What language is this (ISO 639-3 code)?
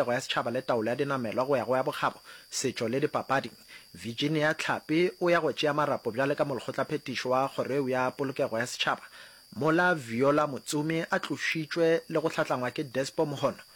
nso